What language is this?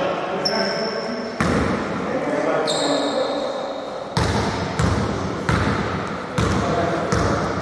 Greek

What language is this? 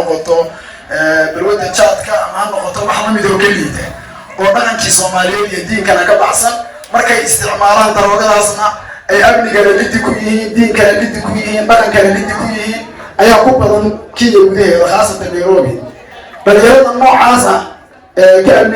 Somali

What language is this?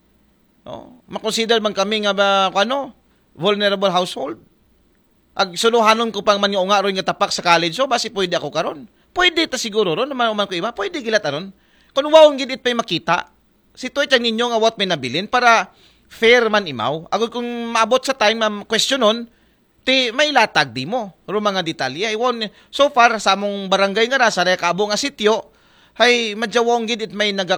Aklanon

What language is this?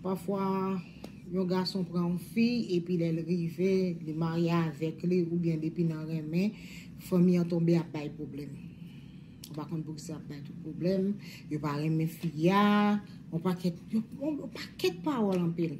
Haitian Creole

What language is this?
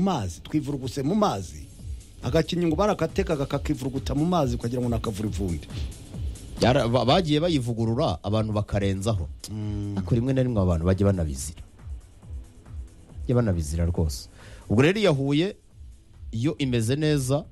Kinyarwanda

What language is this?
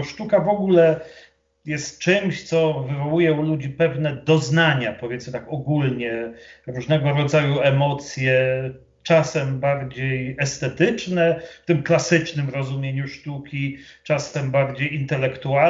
Polish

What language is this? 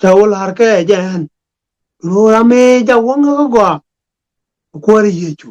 Nuer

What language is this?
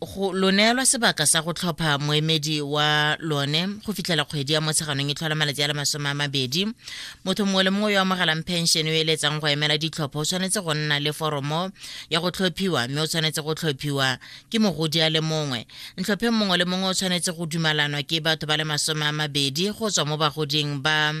Tswana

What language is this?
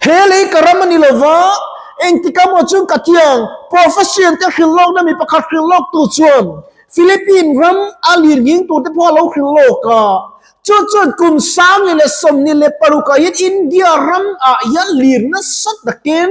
Mizo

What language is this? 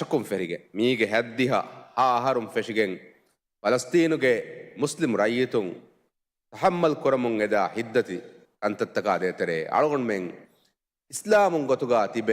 Divehi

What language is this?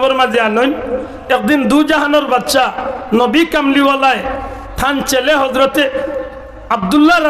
Sylheti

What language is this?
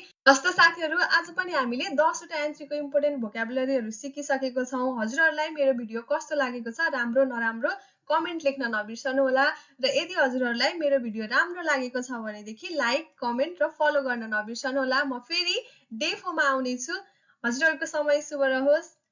Nepali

